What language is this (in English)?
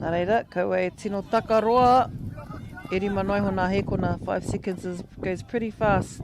Māori